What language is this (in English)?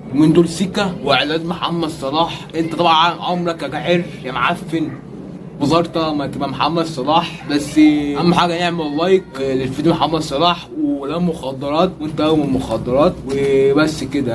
Egyptian Arabic